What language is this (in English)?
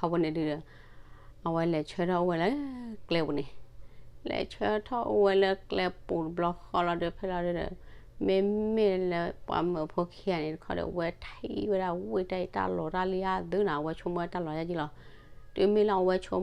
S'gaw Karen